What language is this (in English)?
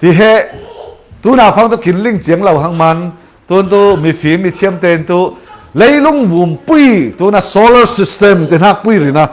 Falam Chin